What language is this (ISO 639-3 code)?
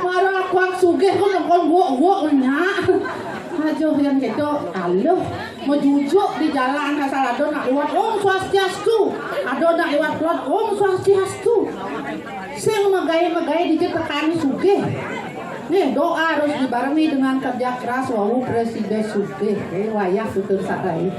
ban